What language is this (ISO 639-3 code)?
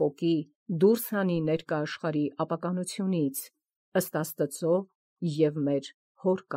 hye